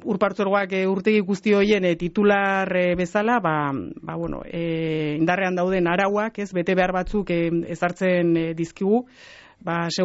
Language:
Basque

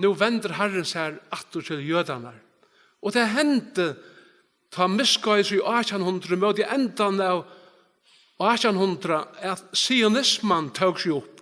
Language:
Faroese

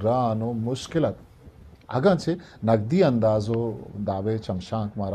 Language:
Baluchi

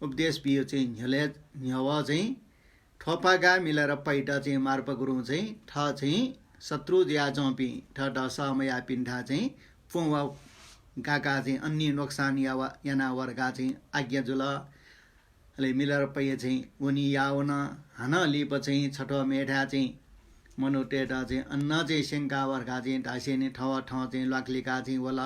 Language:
Newari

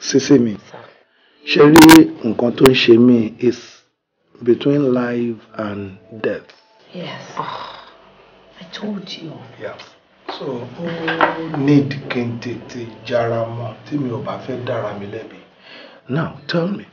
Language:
Yoruba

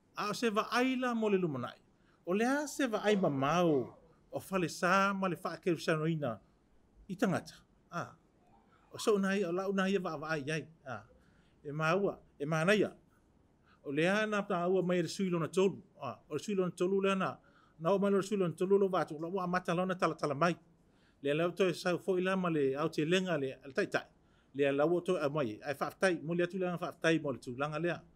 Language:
Samoan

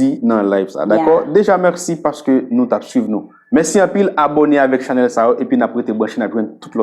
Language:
Haitian Creole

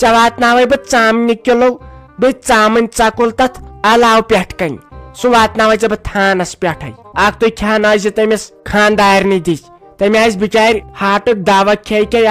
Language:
Kashmiri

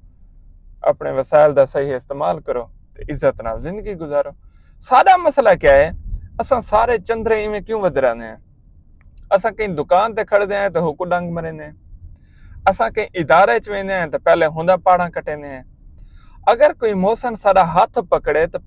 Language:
Saraiki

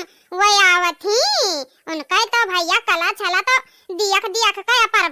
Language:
Awadhi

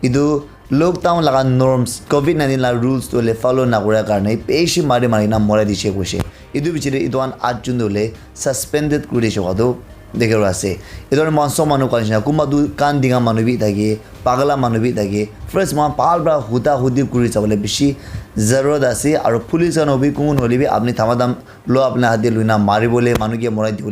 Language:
Naga Pidgin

